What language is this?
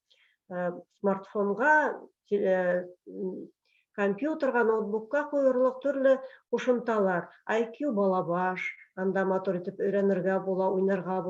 Bashkir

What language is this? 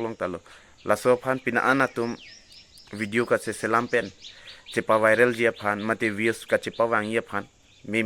Karbi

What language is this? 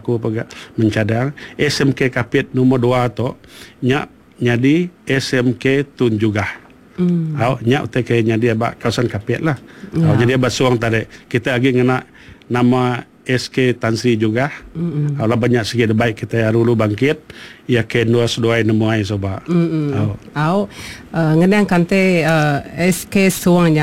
Iban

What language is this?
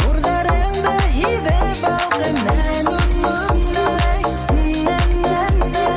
Bashkir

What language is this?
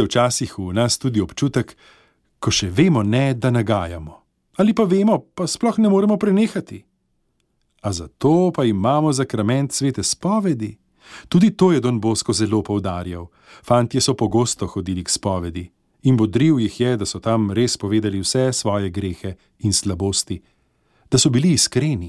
Slovenian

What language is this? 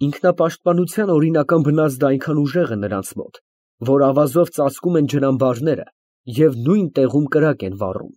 Armenian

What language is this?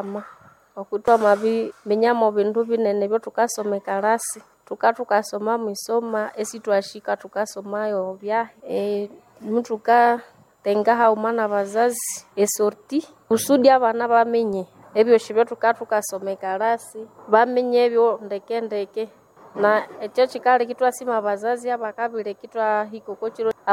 Nande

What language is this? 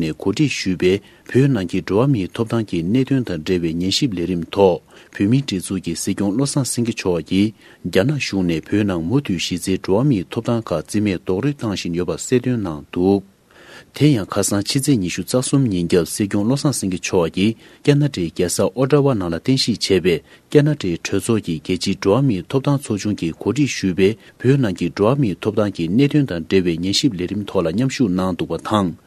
Tibetan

